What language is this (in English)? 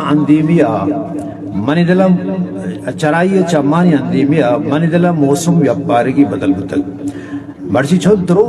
Eastern Balochi